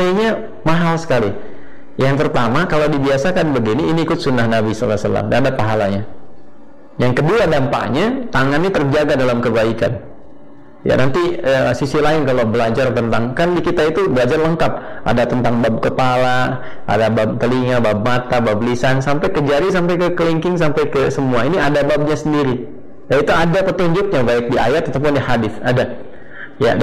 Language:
Indonesian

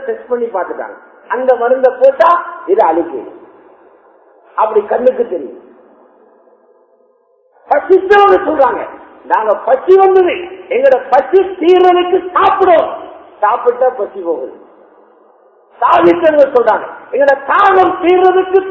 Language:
Tamil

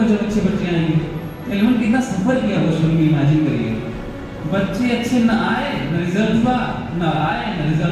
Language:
Hindi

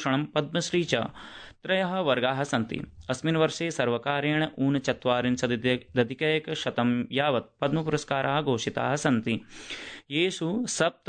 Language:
Sanskrit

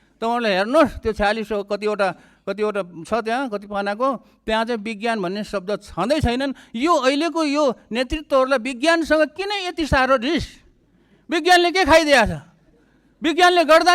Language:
Nepali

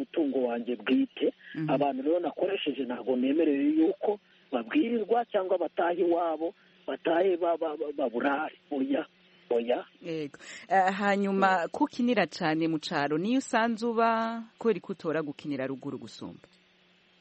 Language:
Kinyarwanda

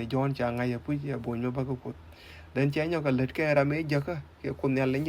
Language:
Nuer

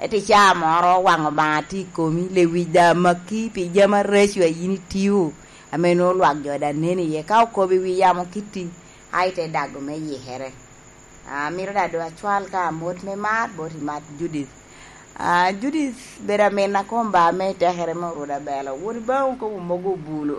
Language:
Lango (Uganda)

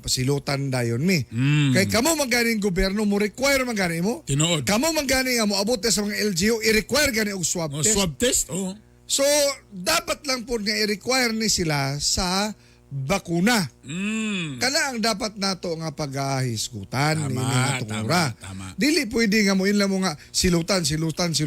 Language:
Cebuano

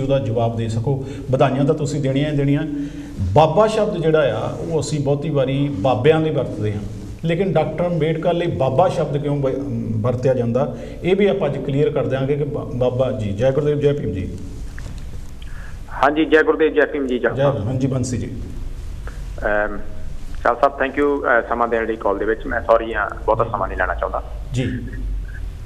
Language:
Punjabi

